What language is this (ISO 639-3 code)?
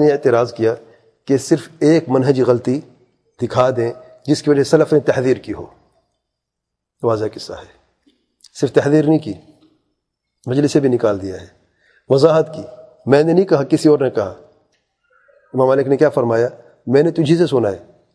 urd